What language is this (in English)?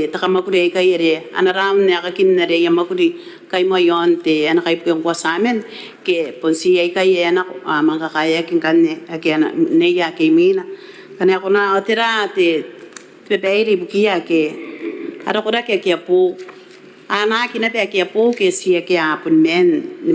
Gilbertese